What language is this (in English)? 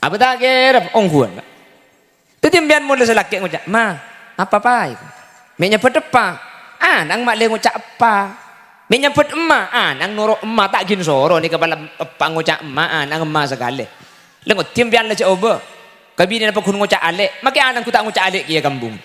Madurese